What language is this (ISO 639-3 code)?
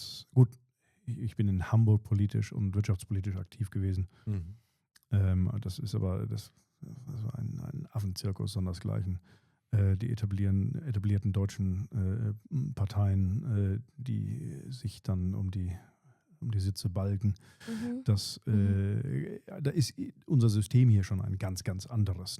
gsw